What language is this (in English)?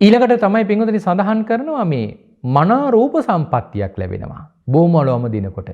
Sinhala